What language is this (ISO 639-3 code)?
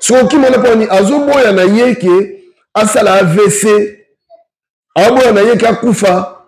lin